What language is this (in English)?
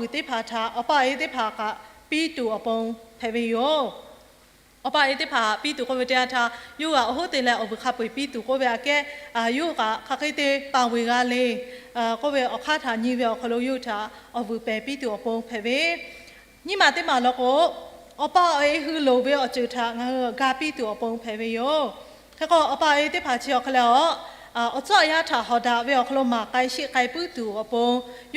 Lahu